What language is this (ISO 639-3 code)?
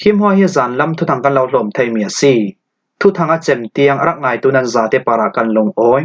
cfm